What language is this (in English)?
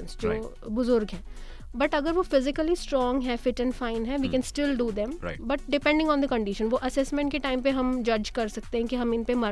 Hindi